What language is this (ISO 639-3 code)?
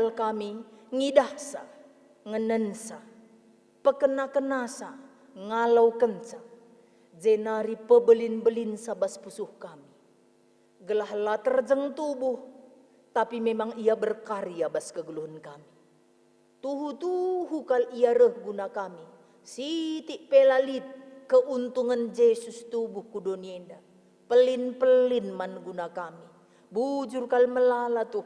btx